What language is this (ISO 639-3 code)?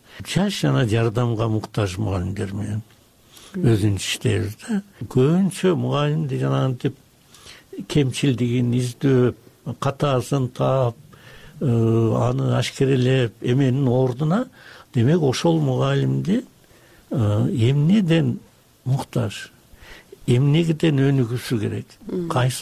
kir